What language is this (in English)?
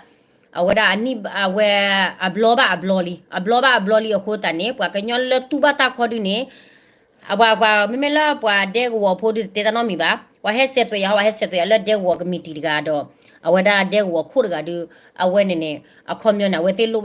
S'gaw Karen